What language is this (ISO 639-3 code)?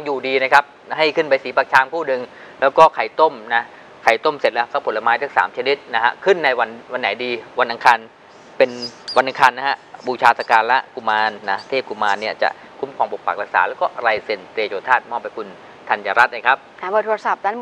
tha